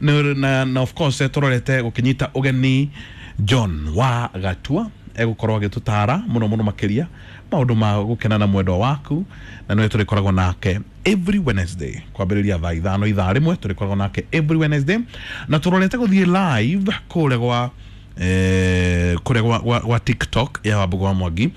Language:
Kikuyu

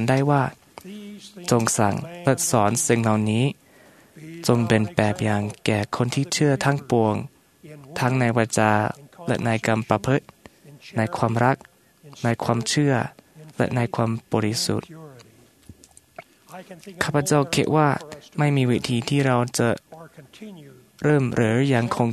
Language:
Thai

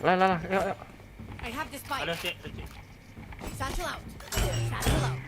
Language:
Minangkabau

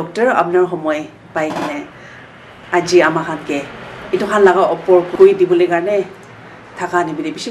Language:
Naga Pidgin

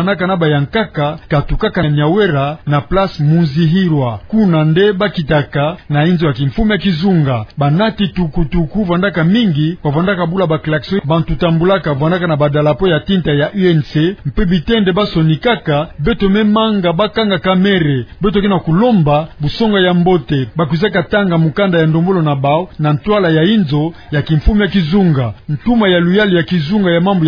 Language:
Kituba (Democratic Republic of Congo)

